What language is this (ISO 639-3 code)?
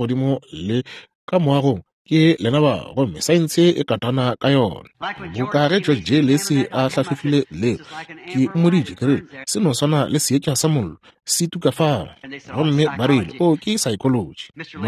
nso